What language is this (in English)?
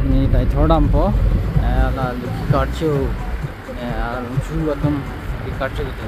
Karbi